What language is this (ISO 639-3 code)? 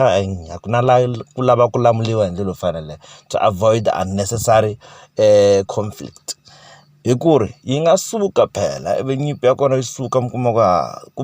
tso